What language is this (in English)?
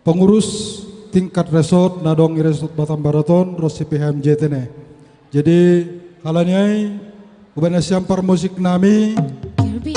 Batak Simalungun